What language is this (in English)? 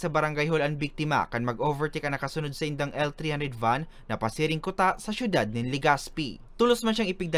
Bikol